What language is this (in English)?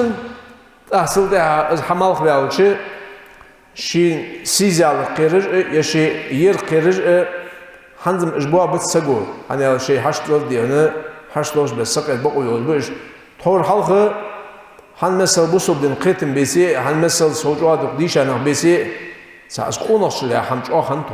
Ingush